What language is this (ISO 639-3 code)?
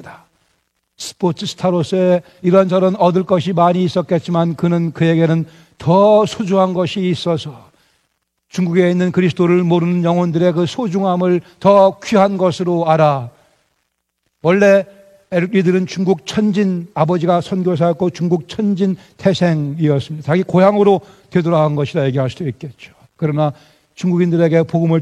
kor